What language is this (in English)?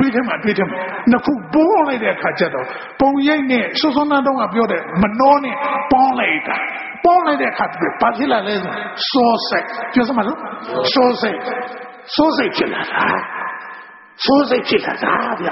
Burmese